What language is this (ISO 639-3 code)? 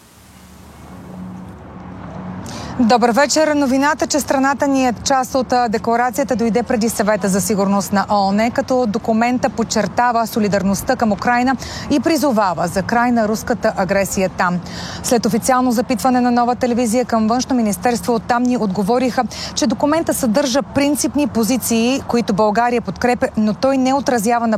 bul